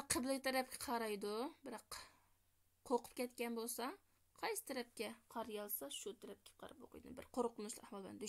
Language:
Uyghur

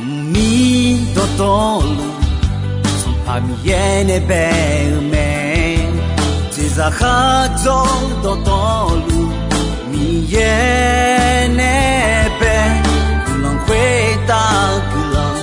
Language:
Akha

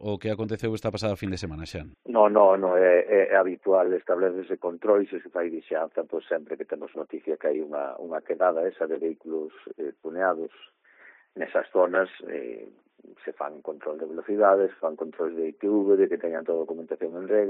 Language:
Galician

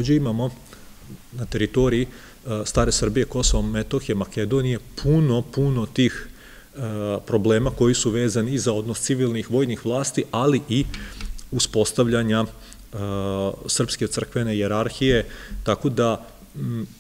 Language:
Serbian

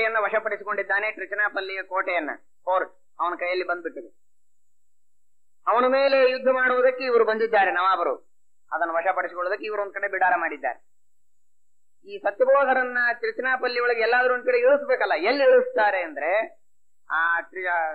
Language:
Kannada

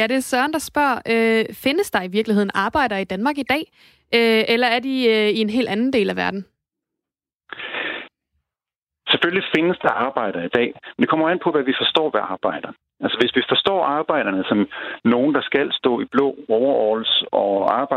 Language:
Danish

